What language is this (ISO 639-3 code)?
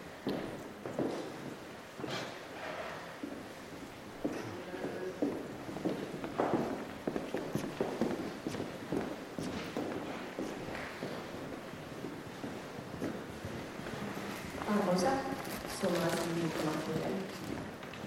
fin